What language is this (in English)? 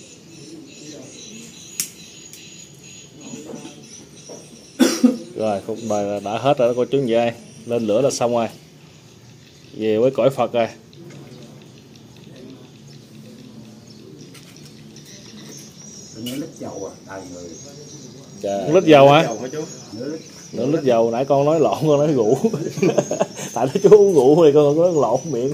Vietnamese